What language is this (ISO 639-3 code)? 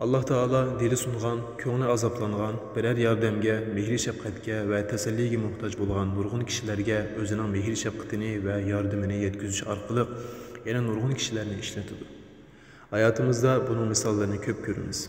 uig